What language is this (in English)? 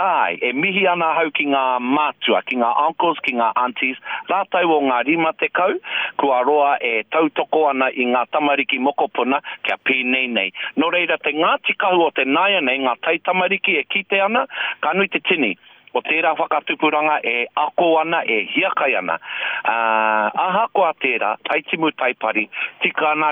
Māori